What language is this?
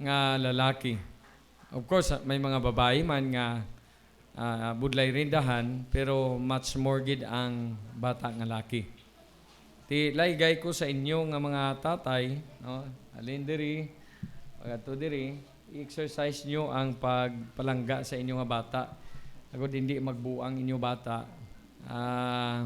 Hiligaynon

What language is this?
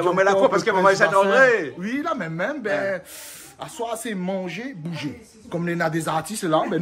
Réunion Creole French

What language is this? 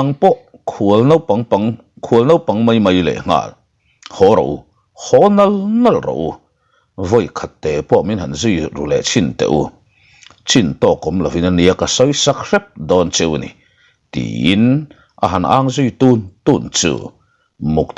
Mizo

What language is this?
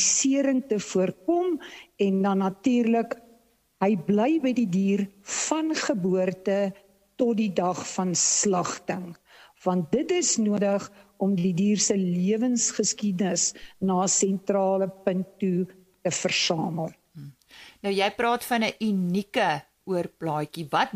Afrikaans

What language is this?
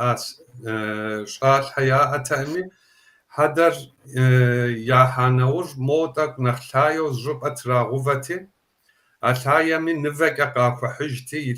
Kabardian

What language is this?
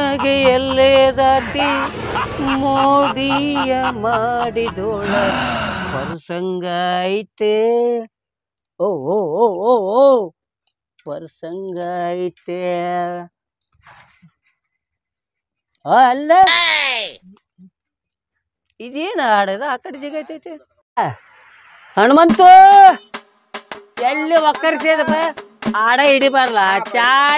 Kannada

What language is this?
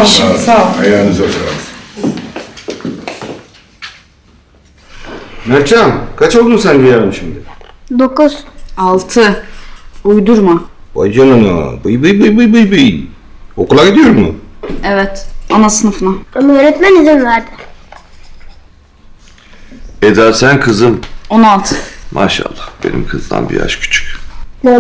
Turkish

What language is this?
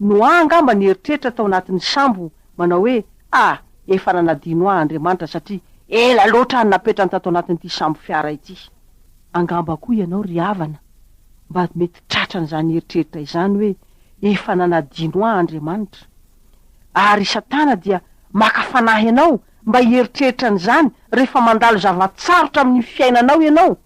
Malagasy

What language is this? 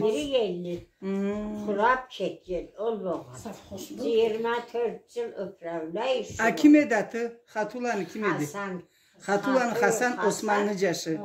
Karachay-Balkar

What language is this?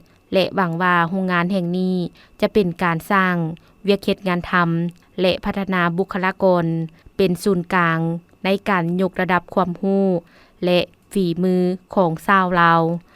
Lao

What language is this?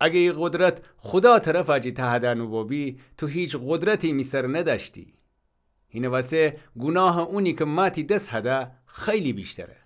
Gilaki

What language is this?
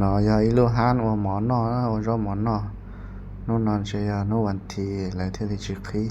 Hmong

